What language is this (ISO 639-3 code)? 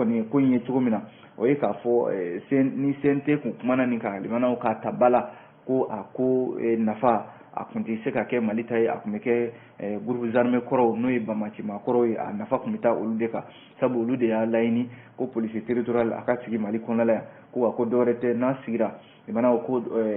bam